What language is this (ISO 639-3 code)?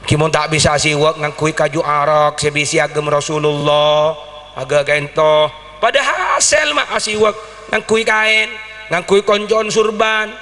mad